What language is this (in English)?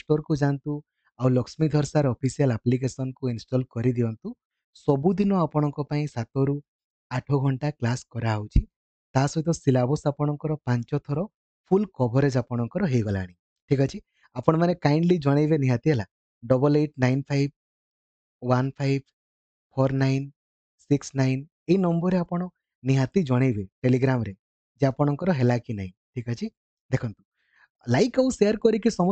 Odia